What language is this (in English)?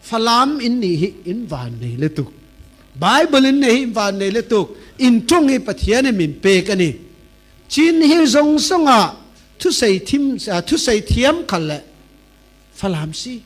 Falam Chin